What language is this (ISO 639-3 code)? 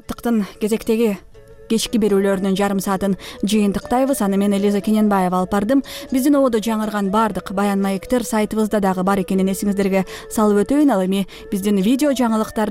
kir